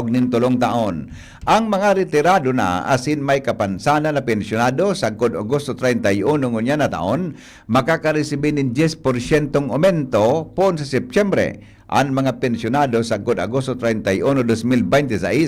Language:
Bikol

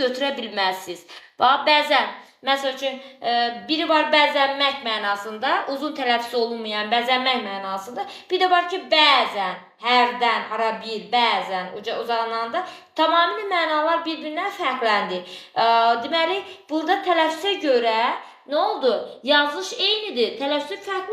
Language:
Azerbaijani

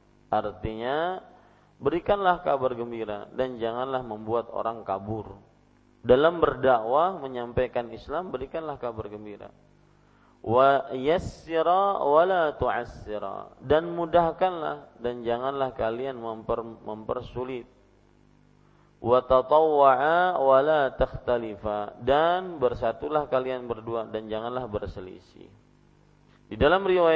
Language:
Indonesian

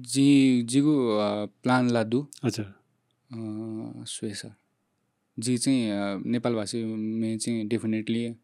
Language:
Newari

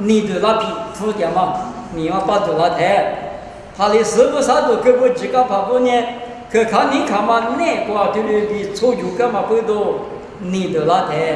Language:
Lisu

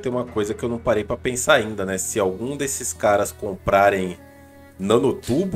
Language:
Portuguese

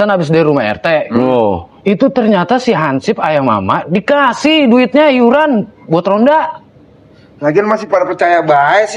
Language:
Betawi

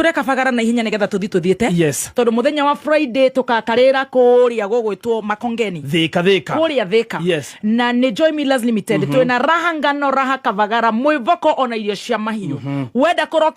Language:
Kikuyu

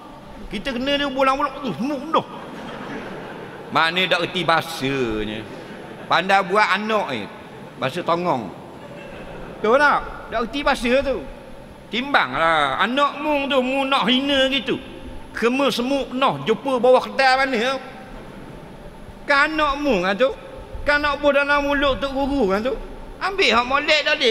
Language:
Malay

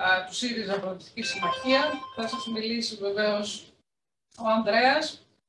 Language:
Greek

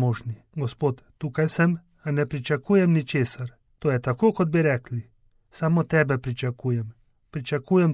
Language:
Slovenian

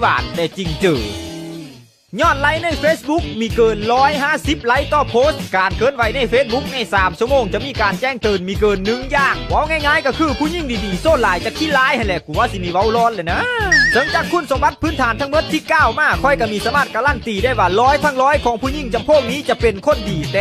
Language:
Lao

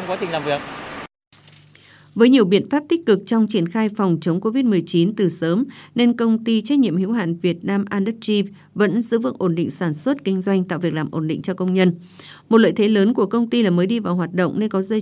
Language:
Vietnamese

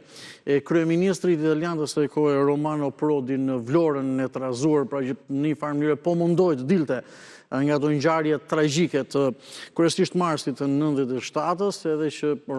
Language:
Albanian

